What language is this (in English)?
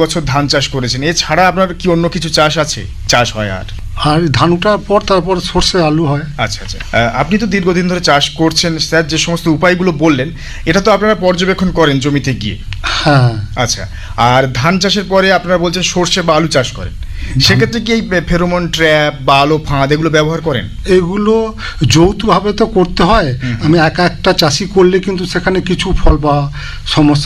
Bangla